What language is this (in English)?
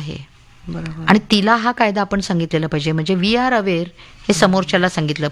Marathi